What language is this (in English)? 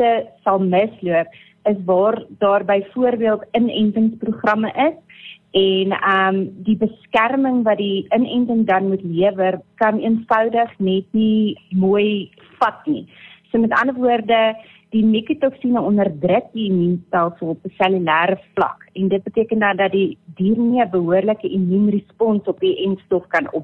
Afrikaans